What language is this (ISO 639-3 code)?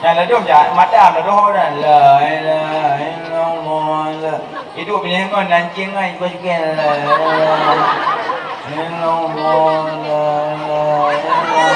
ace